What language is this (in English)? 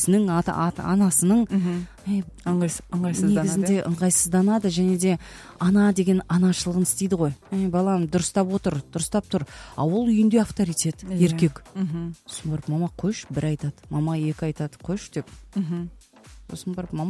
Kazakh